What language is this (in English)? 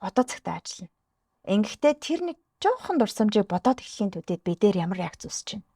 Mongolian